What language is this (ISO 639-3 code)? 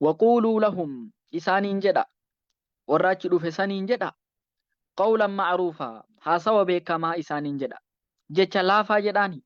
orm